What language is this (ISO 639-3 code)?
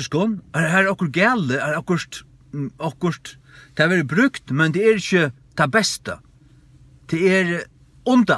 fao